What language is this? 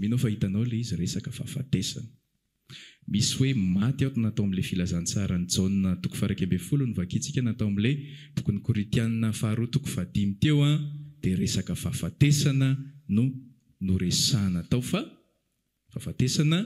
Malagasy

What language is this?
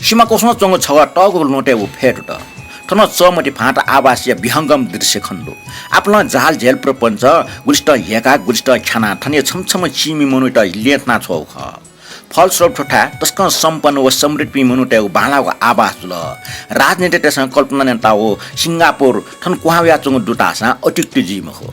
Newari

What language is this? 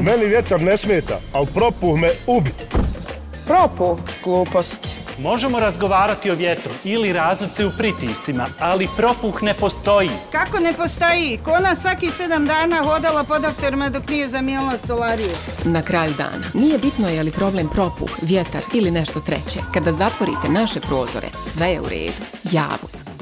Bosnian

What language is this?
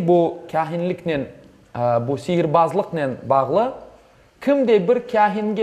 Crimean Tatar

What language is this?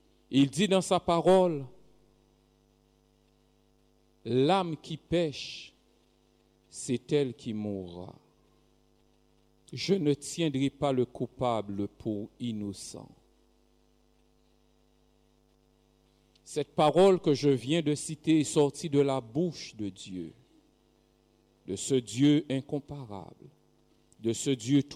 French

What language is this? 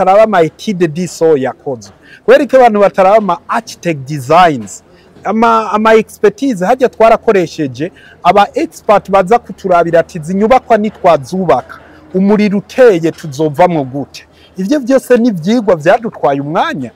Rundi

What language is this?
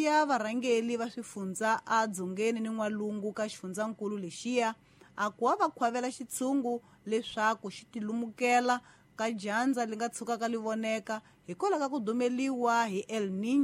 Tsonga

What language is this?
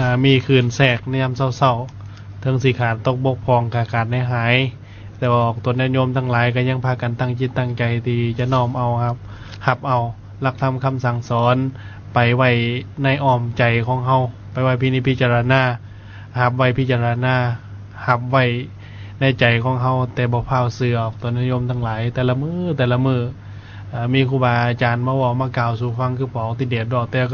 Lao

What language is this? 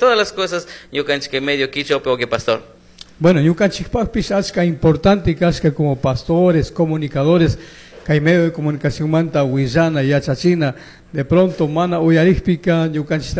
Chimborazo Highland Quichua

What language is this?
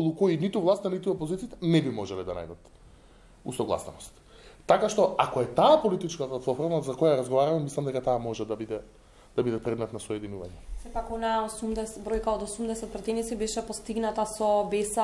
Macedonian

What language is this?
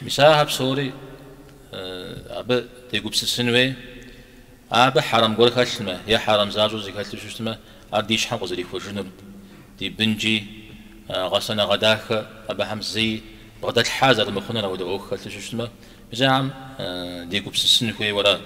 Kabardian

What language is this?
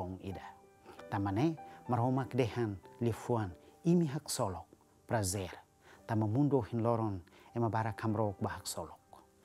Tetum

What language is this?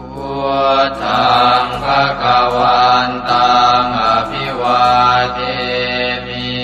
Pali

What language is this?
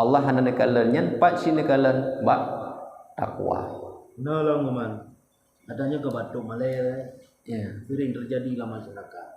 Achinese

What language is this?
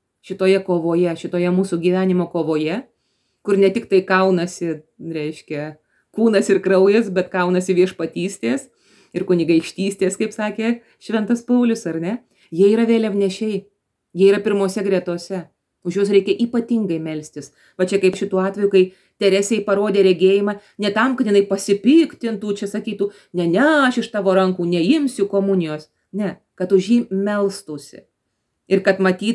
Lithuanian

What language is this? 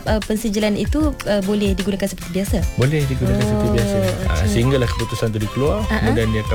Malay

